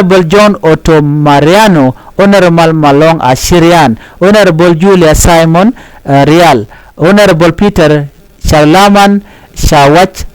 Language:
Nuer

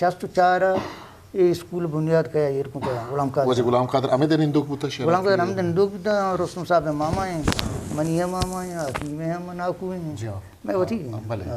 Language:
Eastern Balochi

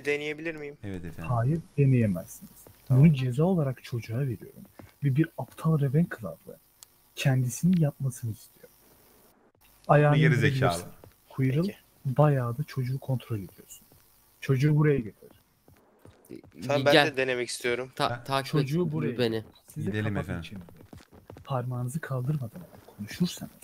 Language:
Turkish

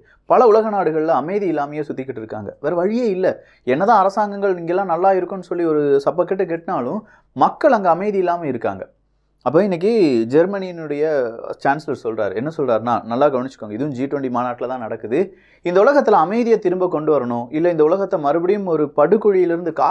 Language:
Tamil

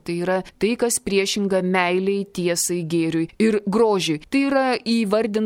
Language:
Lithuanian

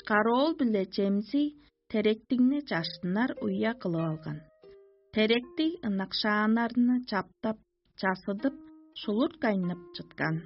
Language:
Tuvinian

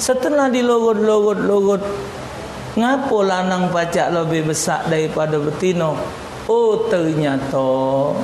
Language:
Musi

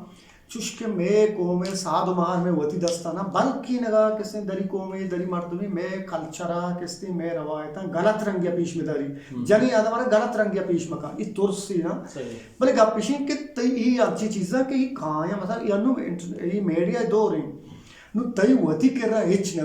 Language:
Eastern Balochi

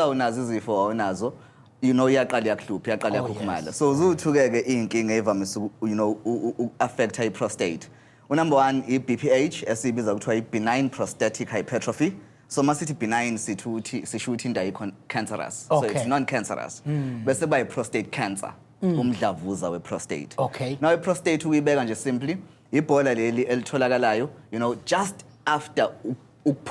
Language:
Zulu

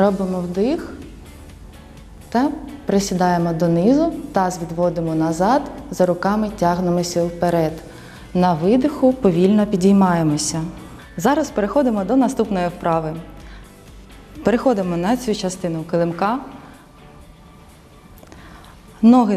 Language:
Ukrainian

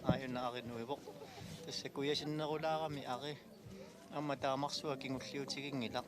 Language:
Kalaallisut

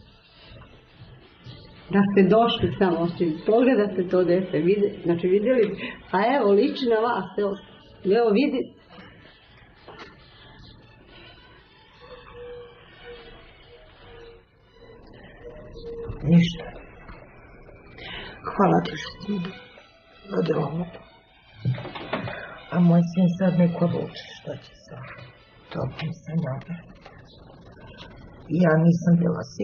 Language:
Serbian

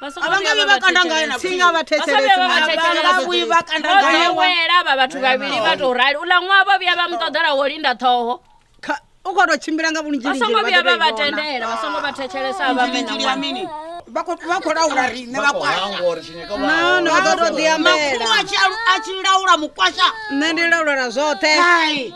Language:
Venda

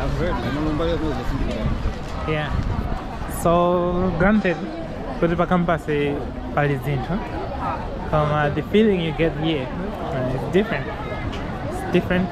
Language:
Nyanja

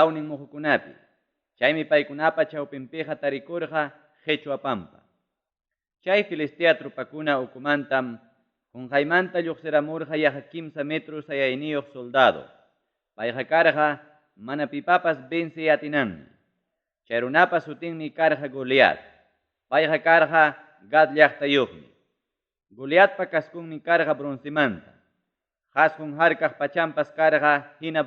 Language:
Ayacucho Quechua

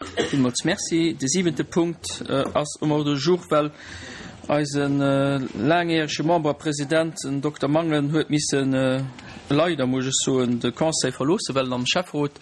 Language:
Luxembourgish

